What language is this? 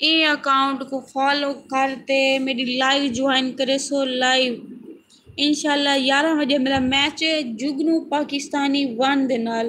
Saraiki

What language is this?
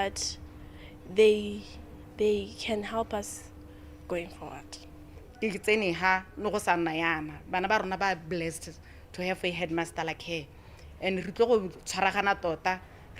Tswana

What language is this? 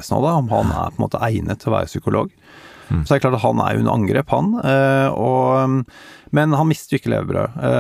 Norwegian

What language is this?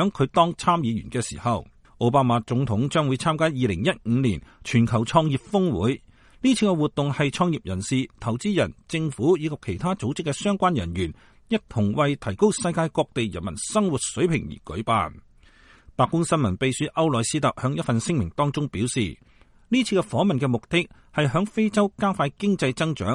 Cantonese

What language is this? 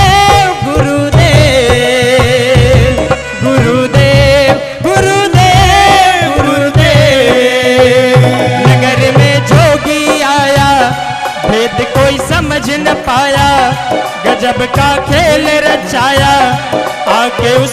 Gujarati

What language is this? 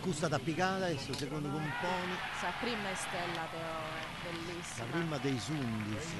Sardinian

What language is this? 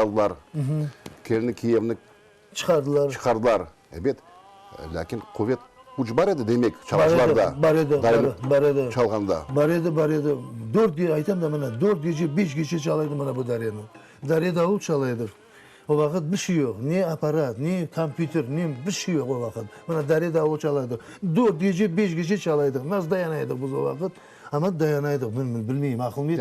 Crimean Tatar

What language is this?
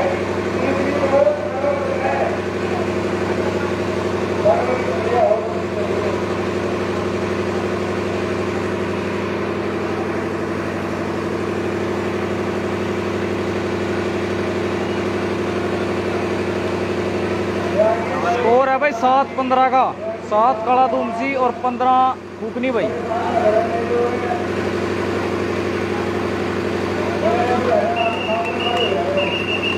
Hindi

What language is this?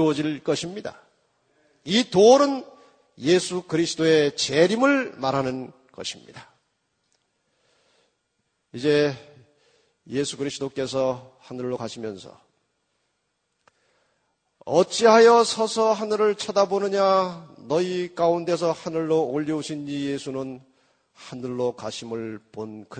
Korean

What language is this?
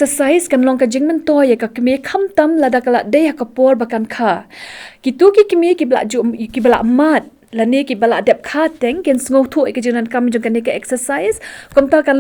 Khasi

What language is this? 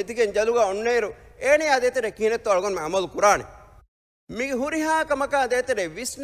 Divehi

